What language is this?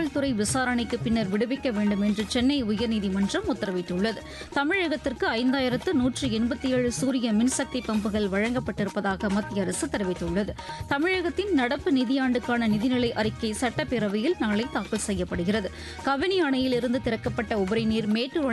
Tamil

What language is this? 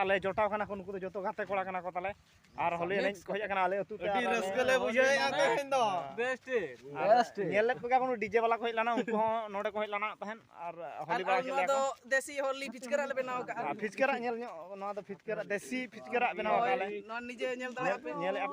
Santali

